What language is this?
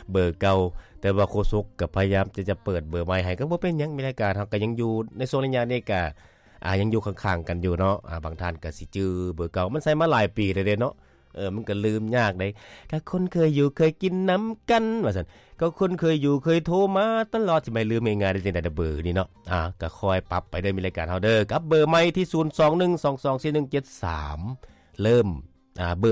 Lao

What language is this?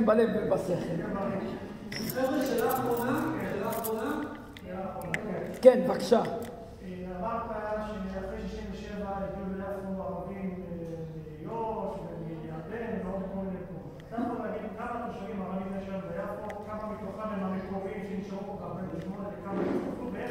Hebrew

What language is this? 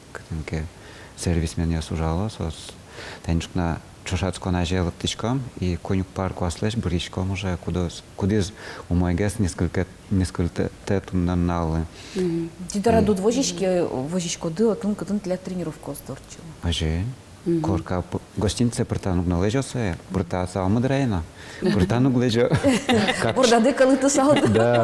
Udmurt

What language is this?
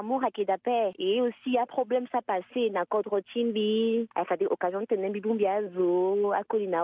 Sango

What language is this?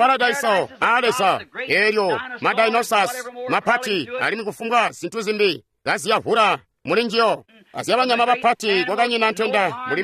Tonga (Zambia)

